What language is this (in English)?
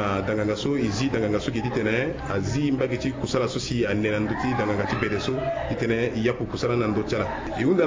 Sango